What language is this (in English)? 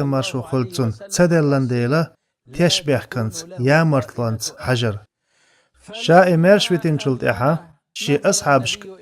Chechen